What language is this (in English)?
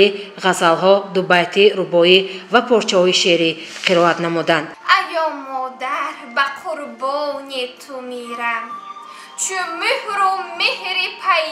Tajik